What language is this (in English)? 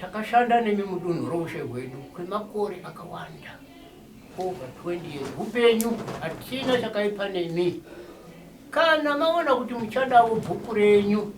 Shona